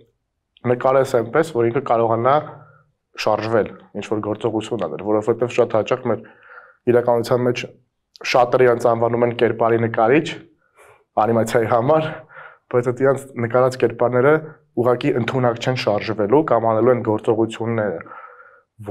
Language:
Armenian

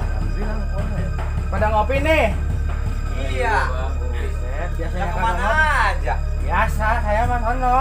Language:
Betawi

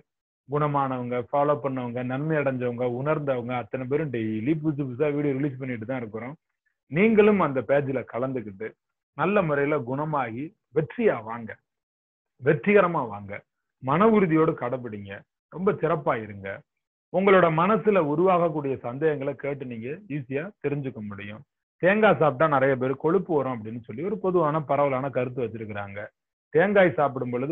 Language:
Tamil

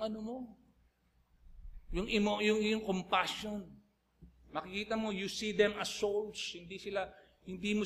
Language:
Filipino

